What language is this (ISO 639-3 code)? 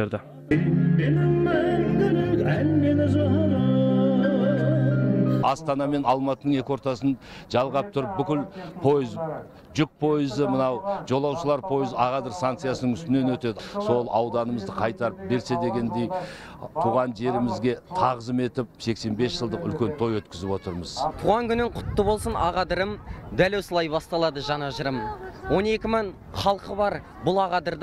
kaz